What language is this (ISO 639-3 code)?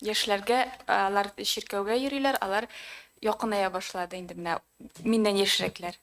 tat